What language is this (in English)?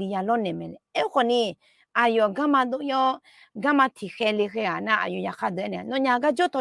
Akha